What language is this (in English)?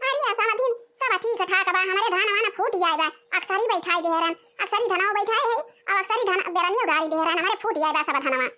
Awadhi